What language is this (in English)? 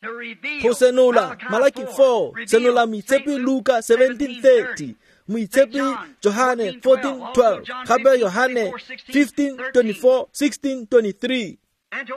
Tswana